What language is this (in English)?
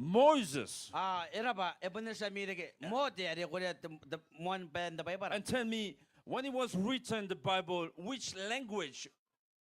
Gilbertese